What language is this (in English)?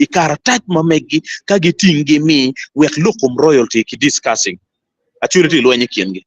Acoli